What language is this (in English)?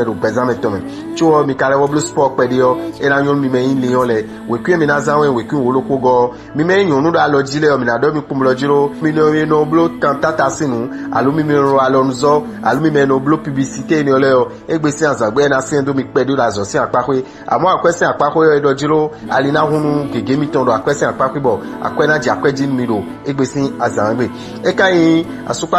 Fon